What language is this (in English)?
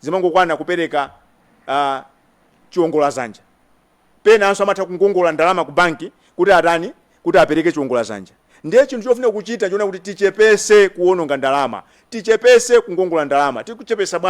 Nyanja